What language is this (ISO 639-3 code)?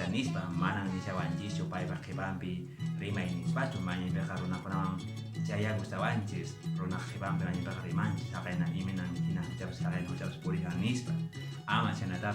que